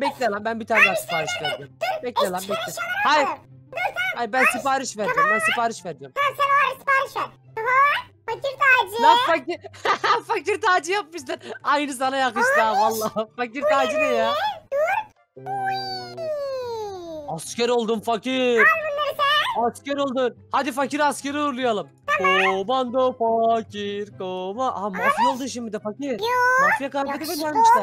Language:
Turkish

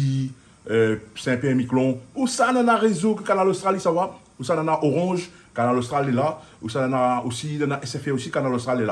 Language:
Réunion Creole French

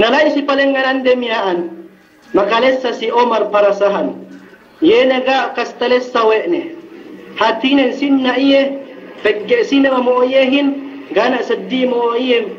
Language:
Yakan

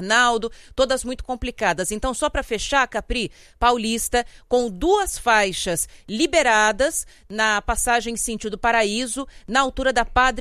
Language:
Portuguese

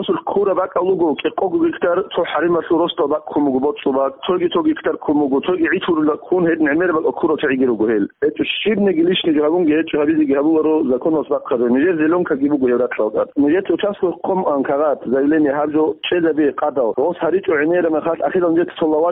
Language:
Avaric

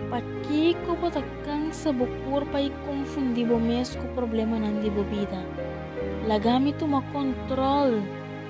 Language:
Papiamento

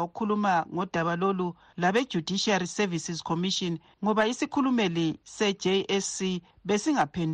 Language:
North Ndebele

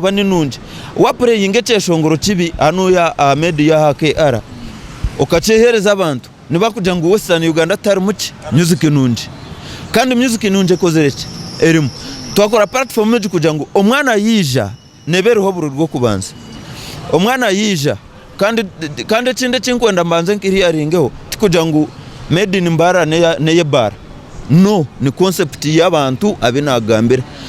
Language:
Nyankole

